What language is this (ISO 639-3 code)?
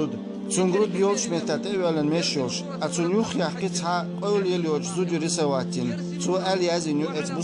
che